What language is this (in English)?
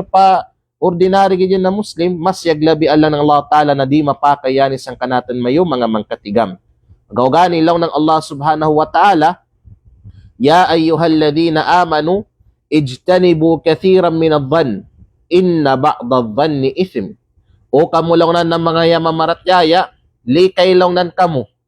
Kalagan